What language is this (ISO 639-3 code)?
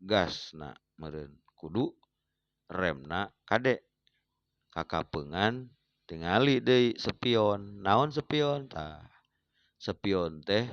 sun